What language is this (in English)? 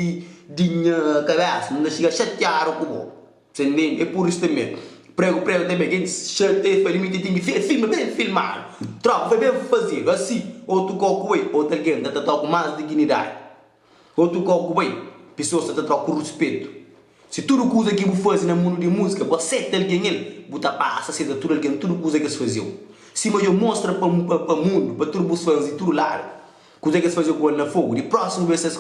Kabuverdianu